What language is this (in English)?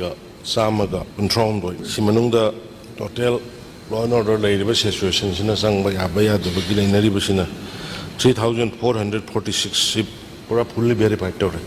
Manipuri